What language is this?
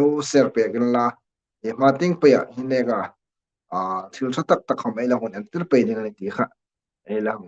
Hmar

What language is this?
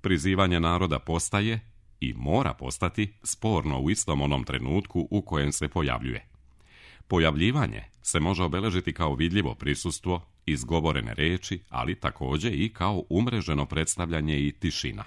Serbian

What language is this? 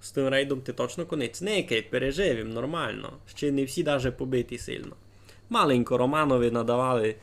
Rusyn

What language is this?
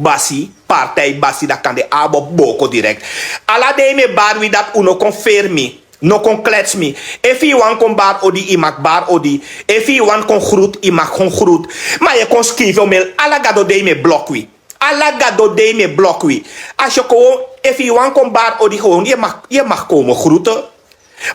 Sranan Tongo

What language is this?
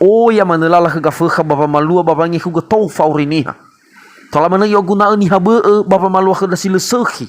Nias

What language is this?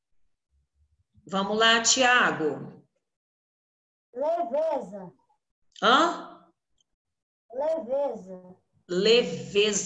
Portuguese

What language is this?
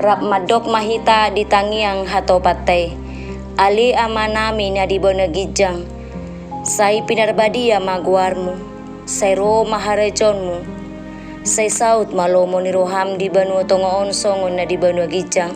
Batak Toba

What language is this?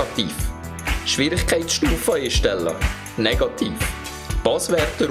Swiss German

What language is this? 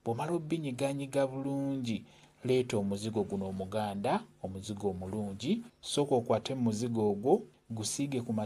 Ganda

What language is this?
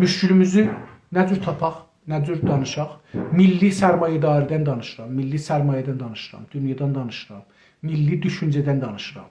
South Azerbaijani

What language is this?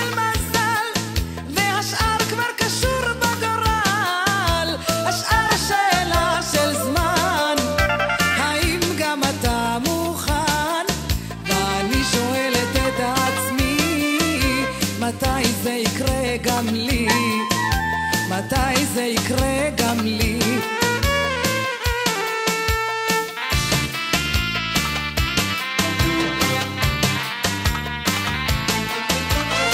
Hebrew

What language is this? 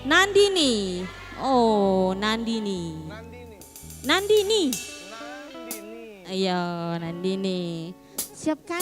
Musi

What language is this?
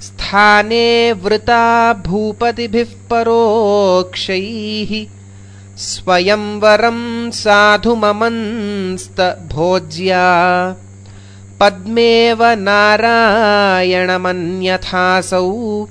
Sanskrit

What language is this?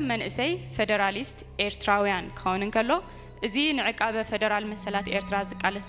Tigrinya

